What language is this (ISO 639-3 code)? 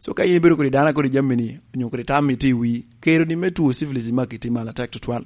laj